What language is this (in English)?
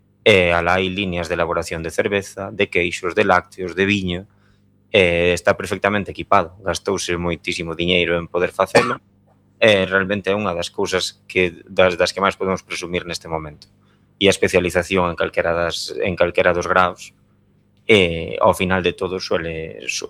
Galician